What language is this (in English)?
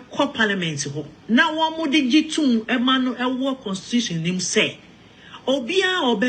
Akan